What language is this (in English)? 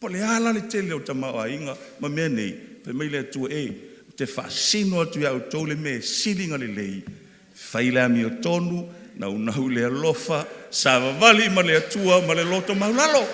Samoan